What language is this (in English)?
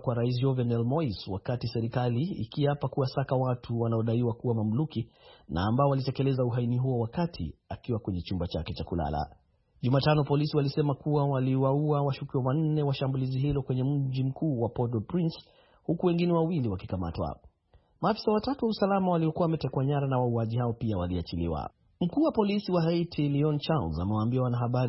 Swahili